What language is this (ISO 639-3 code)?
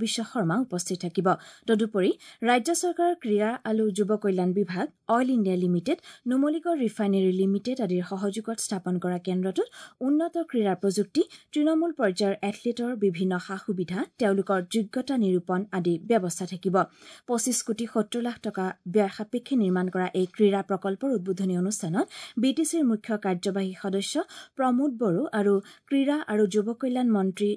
asm